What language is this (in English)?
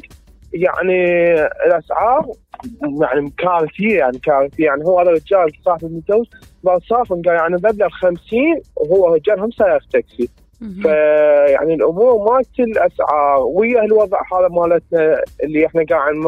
Mesopotamian Arabic